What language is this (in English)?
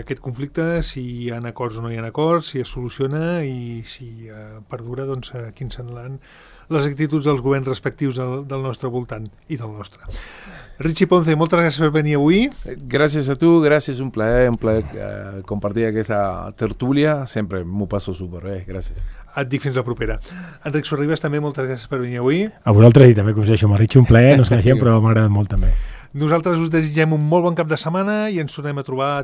Catalan